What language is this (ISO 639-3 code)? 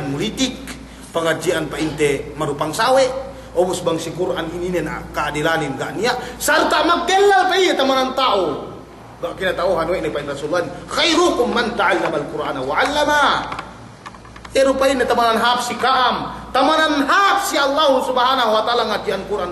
yka